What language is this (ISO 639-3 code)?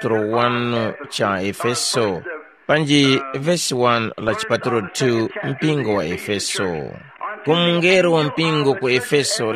tum